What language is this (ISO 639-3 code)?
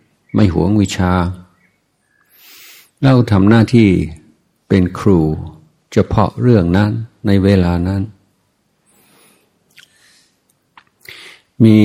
tha